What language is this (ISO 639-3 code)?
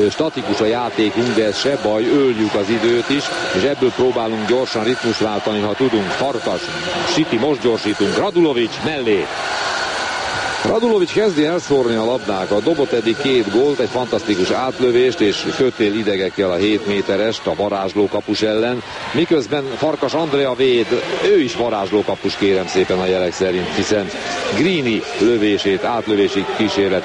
hun